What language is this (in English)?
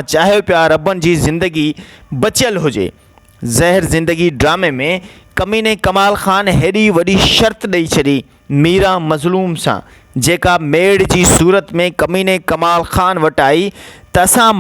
Sindhi